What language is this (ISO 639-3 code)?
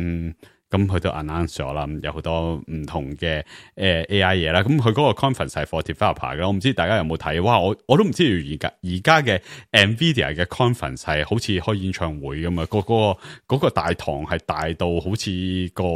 yue